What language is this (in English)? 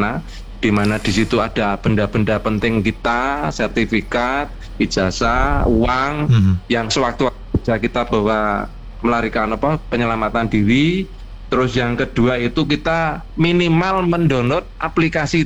Indonesian